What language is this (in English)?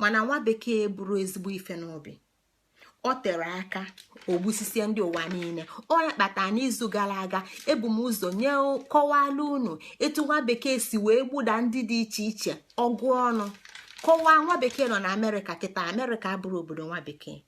Igbo